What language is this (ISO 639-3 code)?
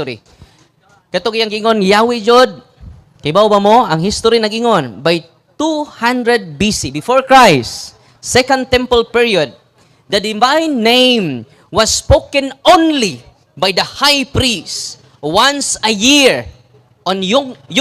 ceb